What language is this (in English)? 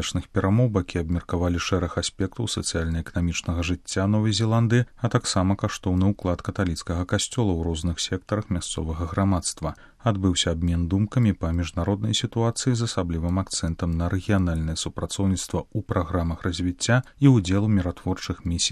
Belarusian